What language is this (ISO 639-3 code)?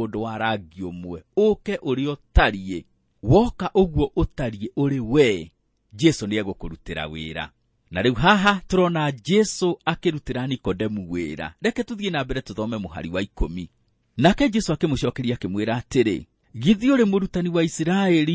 kik